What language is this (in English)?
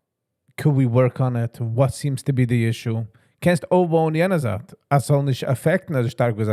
Yiddish